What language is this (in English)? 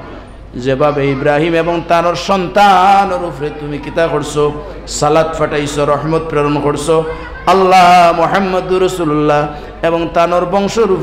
Sylheti